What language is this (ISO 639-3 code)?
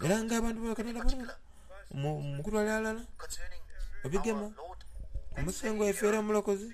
xog